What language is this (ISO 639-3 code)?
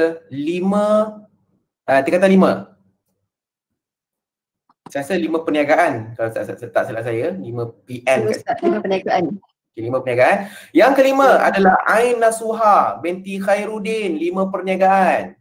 msa